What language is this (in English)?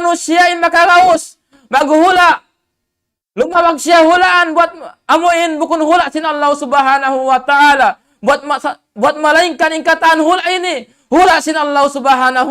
Tausug